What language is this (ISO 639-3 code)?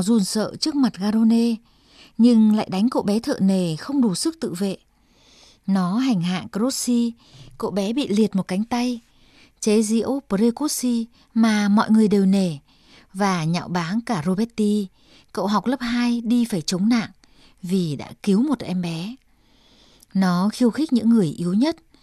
vie